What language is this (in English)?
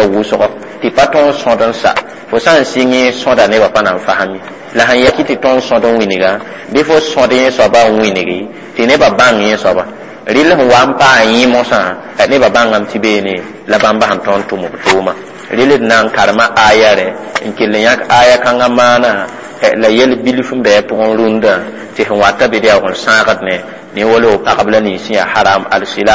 Mossi